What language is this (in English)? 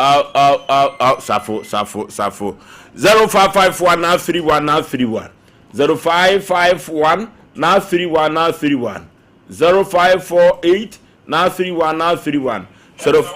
Akan